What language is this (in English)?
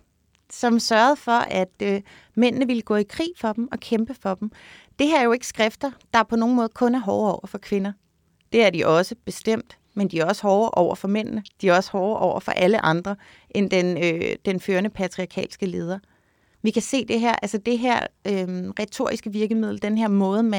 Danish